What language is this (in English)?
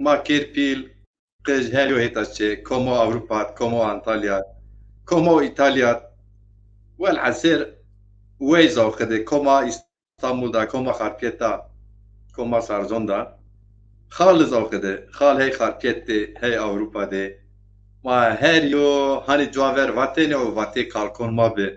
Zaza